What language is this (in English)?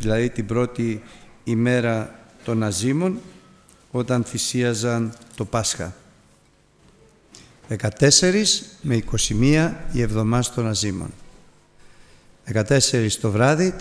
Greek